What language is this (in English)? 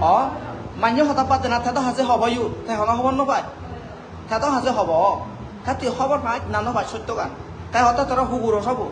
Chakma